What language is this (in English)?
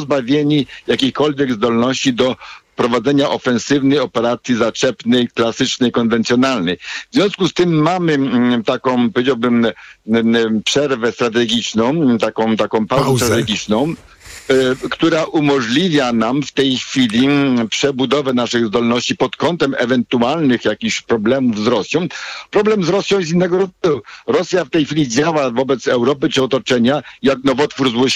Polish